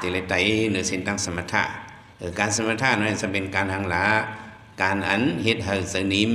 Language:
Shan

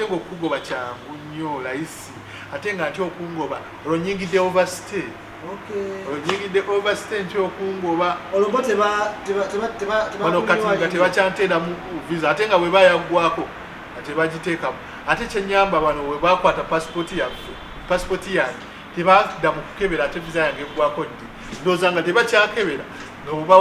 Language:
Ganda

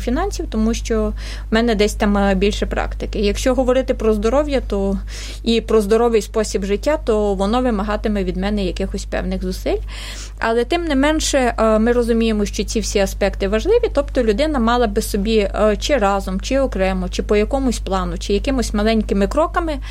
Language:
Ukrainian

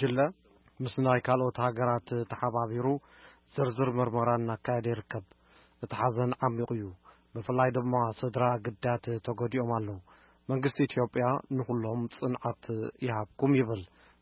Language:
Tigrinya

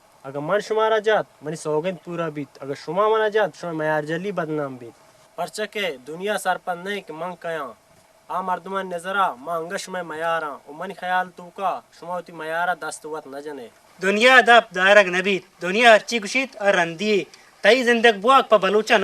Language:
Baluchi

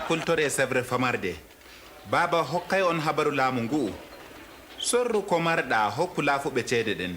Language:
Adamawa Fulfulde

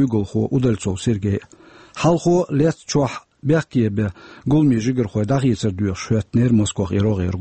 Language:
Chechen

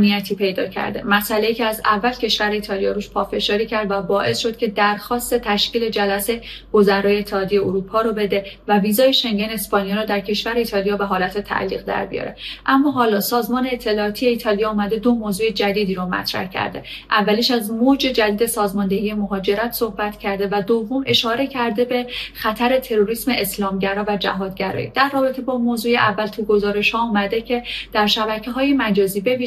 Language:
Persian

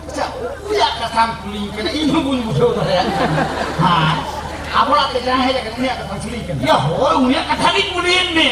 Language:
Santali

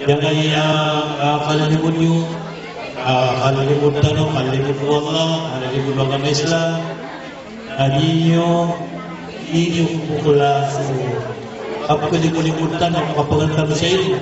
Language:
Maranao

